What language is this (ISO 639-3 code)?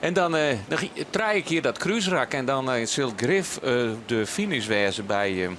fry